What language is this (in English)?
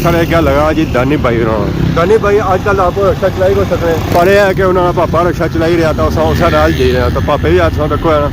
Pahari-Potwari